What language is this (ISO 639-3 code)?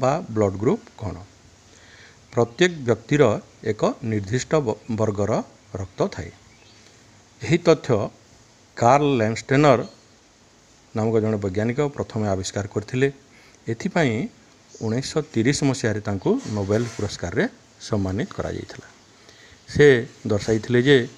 ori